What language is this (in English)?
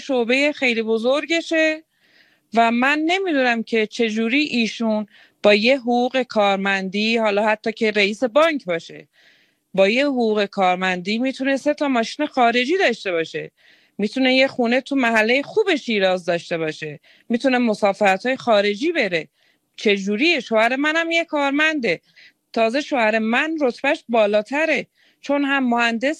Persian